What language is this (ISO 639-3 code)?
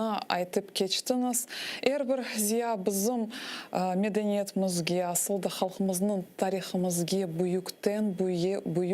crh